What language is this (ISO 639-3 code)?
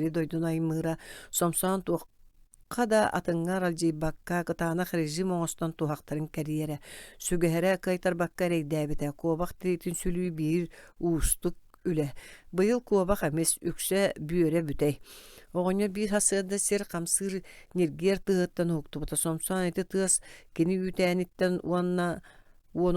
sah